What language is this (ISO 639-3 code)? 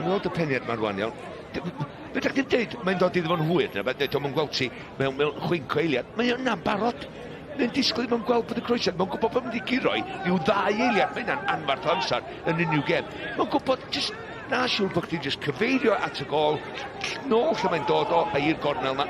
cym